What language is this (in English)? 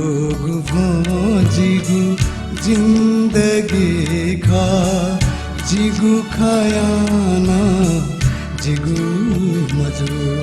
Newari